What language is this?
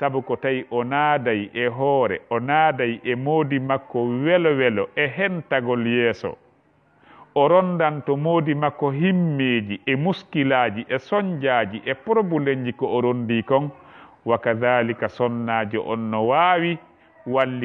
Fula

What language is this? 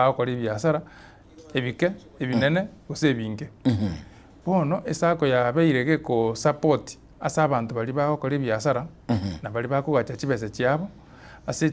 Gusii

